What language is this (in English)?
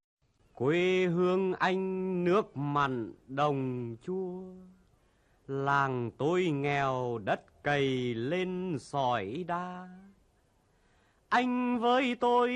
Vietnamese